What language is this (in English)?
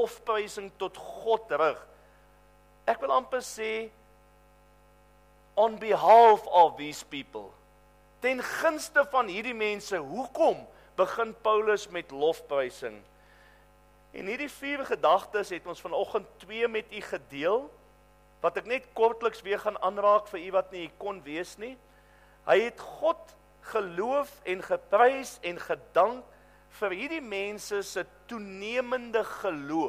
Afrikaans